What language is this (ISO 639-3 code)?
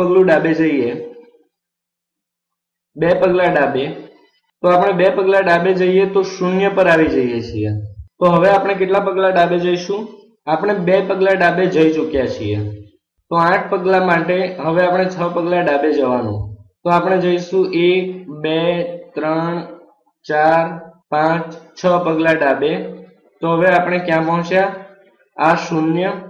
guj